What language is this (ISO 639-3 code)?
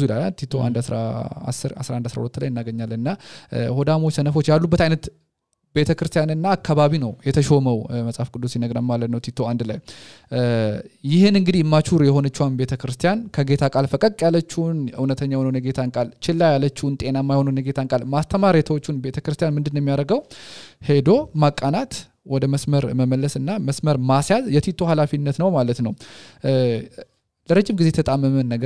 amh